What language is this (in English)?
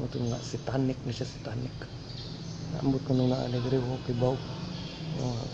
Cebuano